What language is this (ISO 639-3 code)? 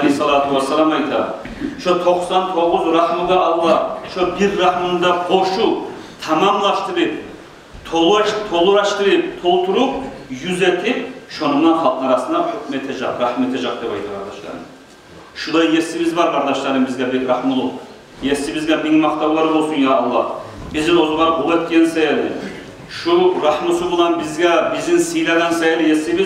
kum